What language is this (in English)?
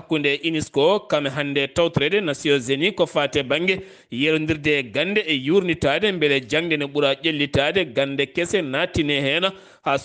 Fula